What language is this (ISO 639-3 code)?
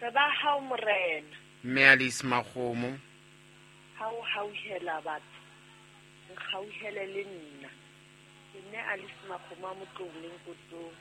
sot